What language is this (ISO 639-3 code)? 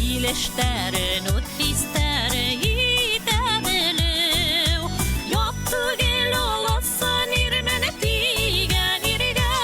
bak